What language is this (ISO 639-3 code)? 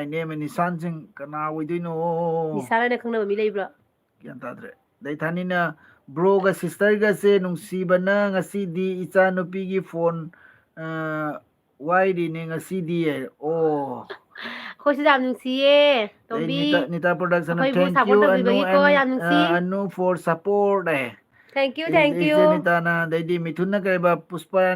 mni